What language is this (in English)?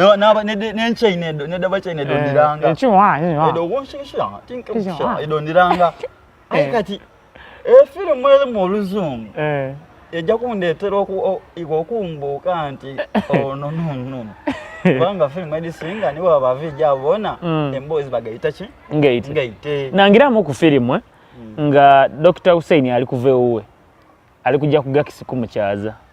Soga